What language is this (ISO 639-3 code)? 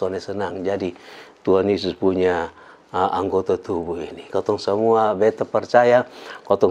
mkn